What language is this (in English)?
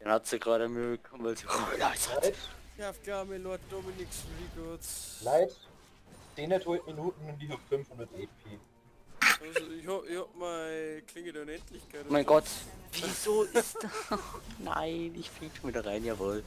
Bavarian